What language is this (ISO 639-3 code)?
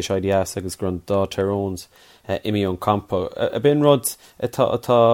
gle